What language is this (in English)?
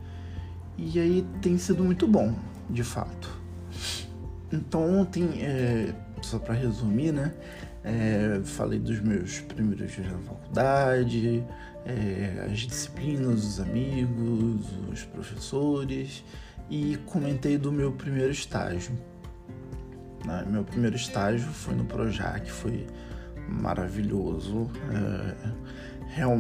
Portuguese